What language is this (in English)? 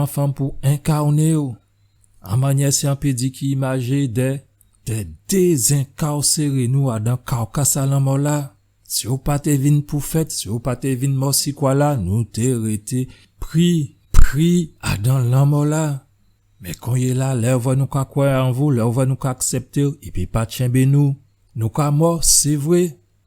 Guadeloupean Creole French